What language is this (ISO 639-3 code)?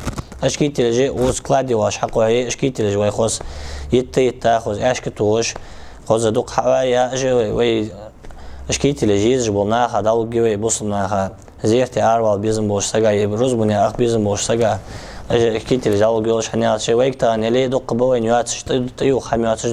inh